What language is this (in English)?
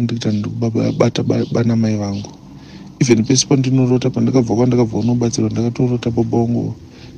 Shona